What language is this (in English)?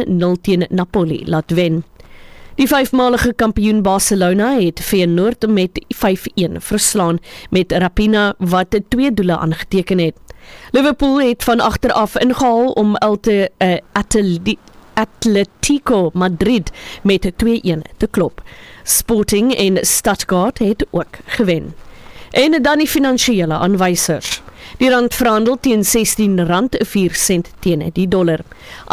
Afrikaans